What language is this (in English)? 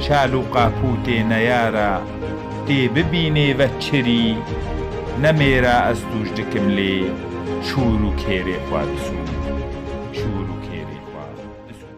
Kurdish